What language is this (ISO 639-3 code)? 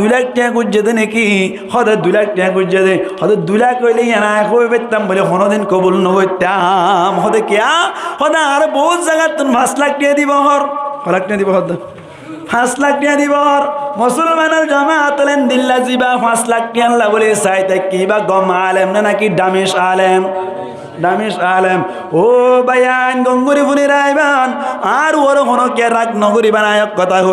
rhg